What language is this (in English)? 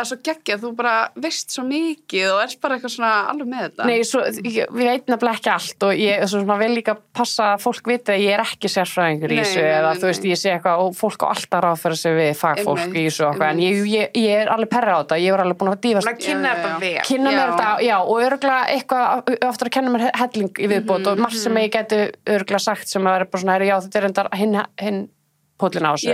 Icelandic